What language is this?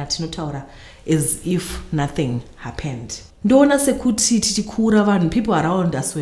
Shona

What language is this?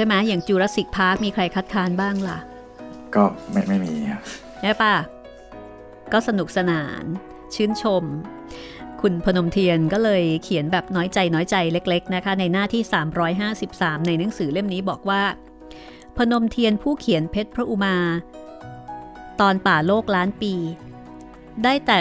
Thai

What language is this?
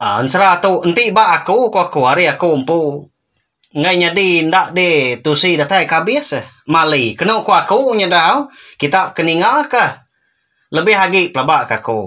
Iban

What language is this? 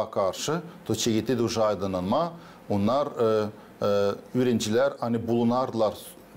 Gagauz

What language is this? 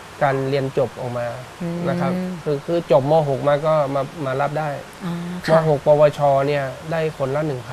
Thai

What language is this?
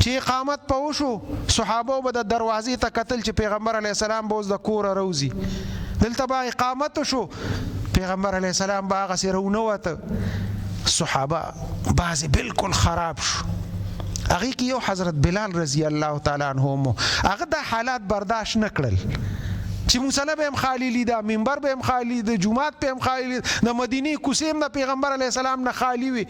Pashto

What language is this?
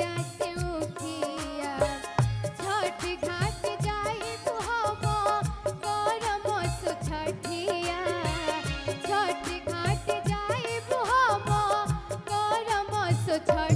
Bhojpuri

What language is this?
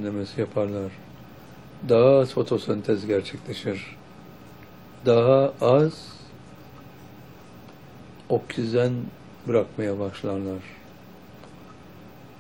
Turkish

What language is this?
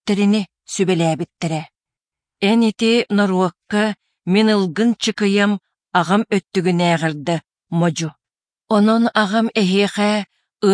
Yakut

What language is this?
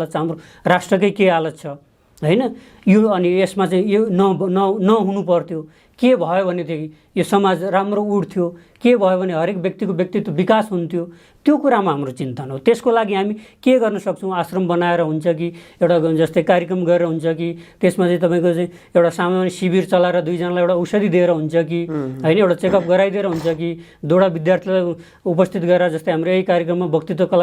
Nepali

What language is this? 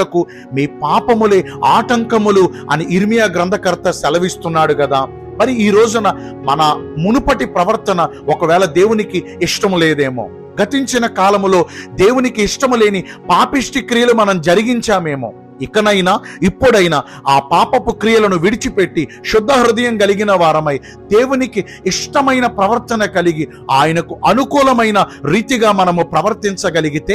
Telugu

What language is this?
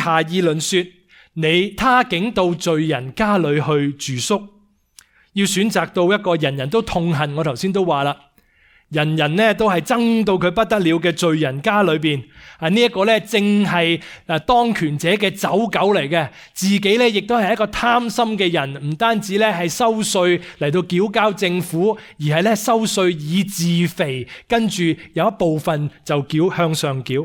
Cantonese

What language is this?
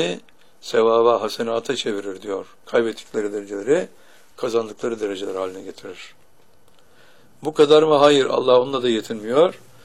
Turkish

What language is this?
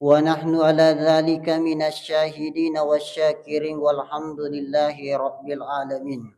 Buginese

